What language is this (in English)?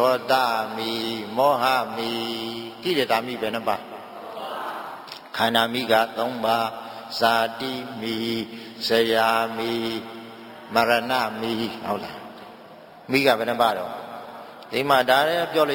Burmese